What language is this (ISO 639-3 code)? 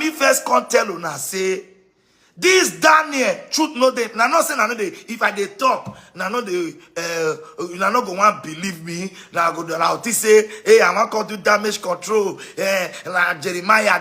pcm